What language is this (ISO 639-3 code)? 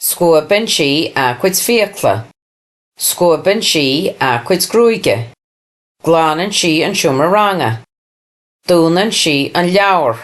gle